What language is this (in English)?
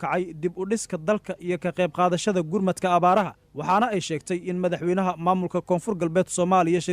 Somali